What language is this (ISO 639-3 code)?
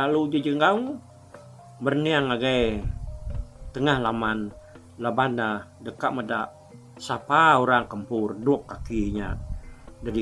iba